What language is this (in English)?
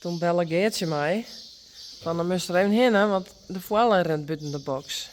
Western Frisian